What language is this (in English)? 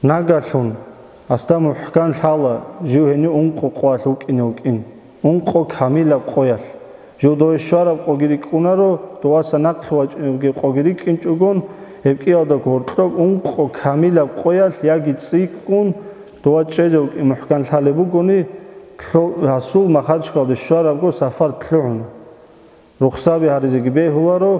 Avaric